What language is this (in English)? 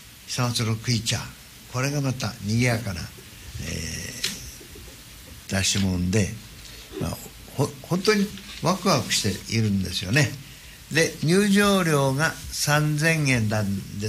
Japanese